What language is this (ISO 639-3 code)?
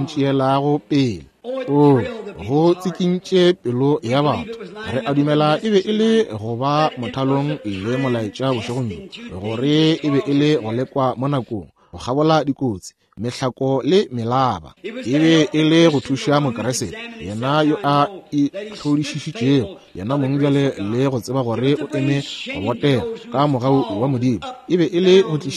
nso